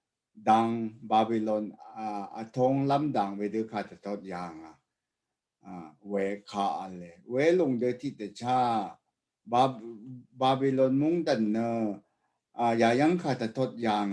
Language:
Rawang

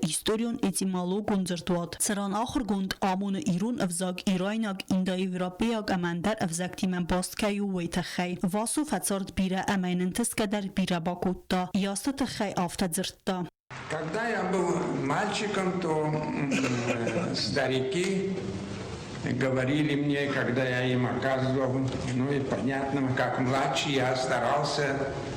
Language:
Ossetic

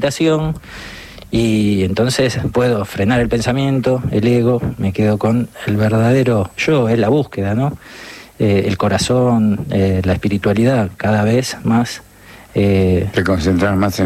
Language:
Spanish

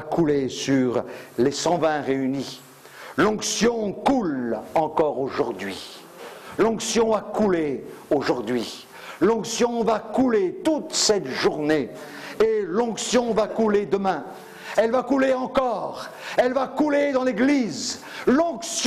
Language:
French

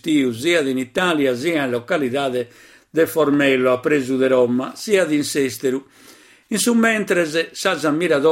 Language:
Sardinian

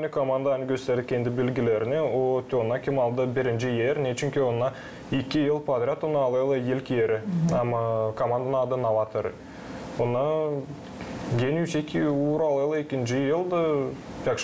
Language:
Gagauz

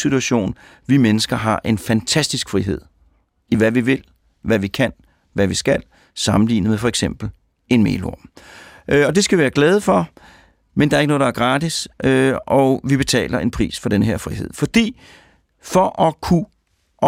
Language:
Danish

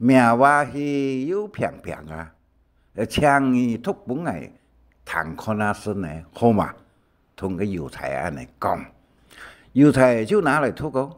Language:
Hakka Chinese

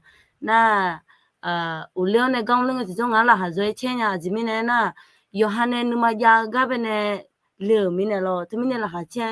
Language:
Akha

